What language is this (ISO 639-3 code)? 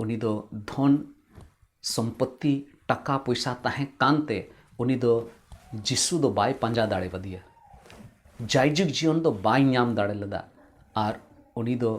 sat